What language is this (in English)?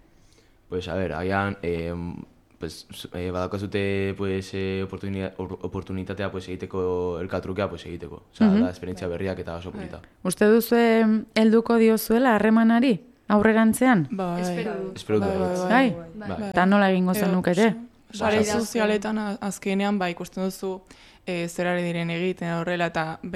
Basque